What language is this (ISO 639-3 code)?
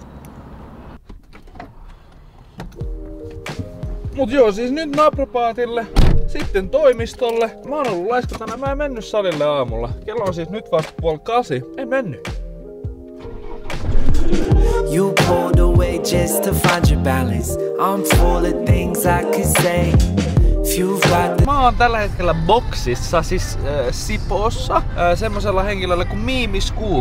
fin